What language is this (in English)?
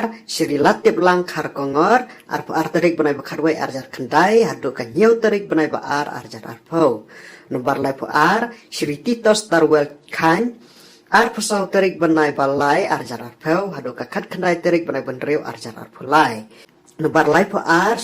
Khasi